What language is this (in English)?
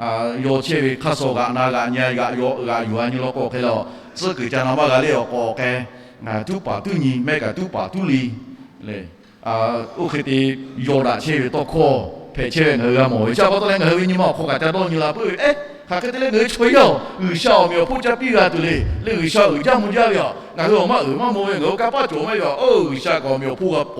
Lahu